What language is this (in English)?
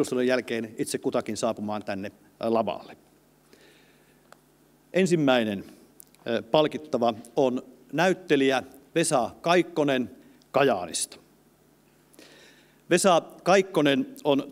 Finnish